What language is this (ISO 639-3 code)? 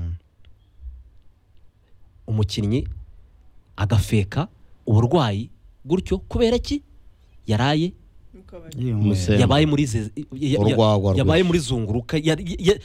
kin